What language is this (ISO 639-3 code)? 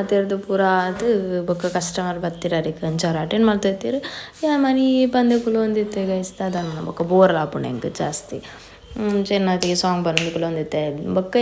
tcy